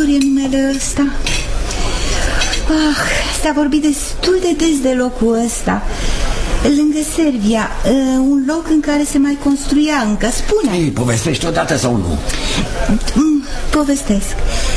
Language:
Romanian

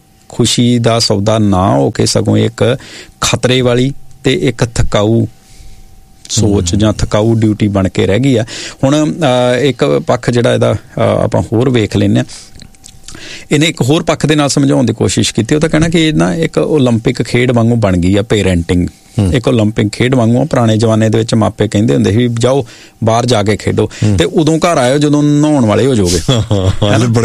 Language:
Punjabi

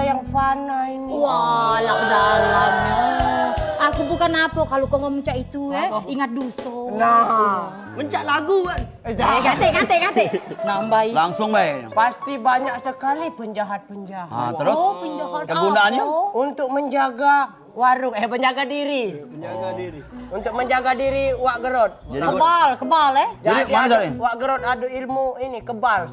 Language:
Musi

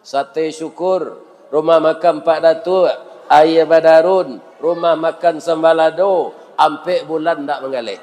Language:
Minangkabau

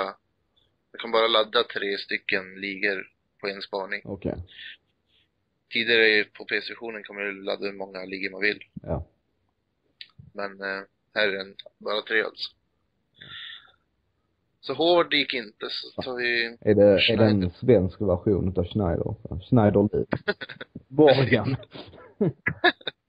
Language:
Swedish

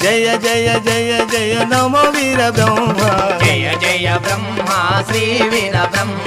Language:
Telugu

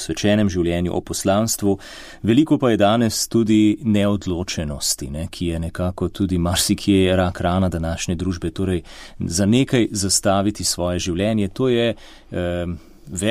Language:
Slovenian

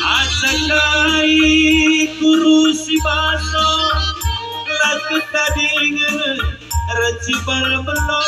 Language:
Batak Karo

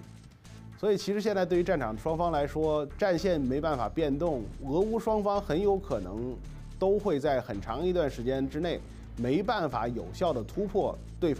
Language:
Chinese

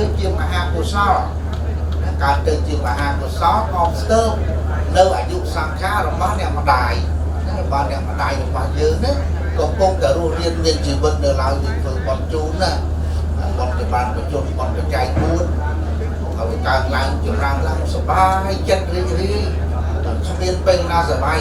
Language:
Khmer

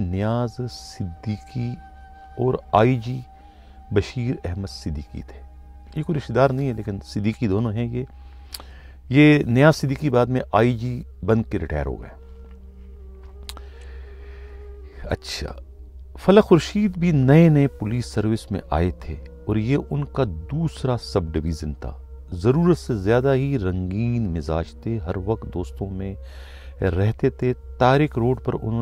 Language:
Urdu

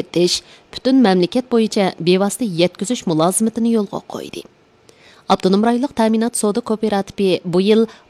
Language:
Uyghur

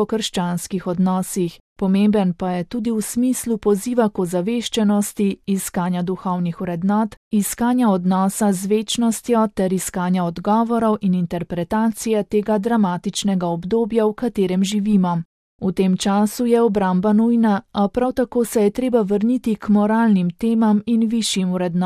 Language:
Slovenian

